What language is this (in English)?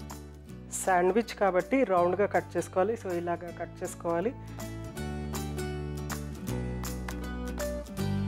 Telugu